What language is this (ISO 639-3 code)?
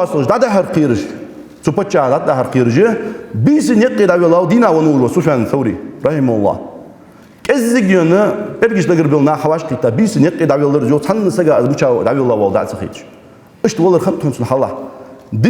inh